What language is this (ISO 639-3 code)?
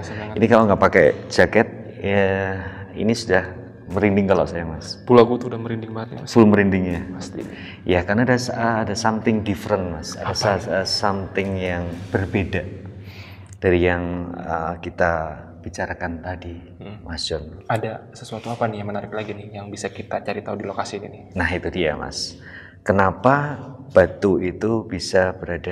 ind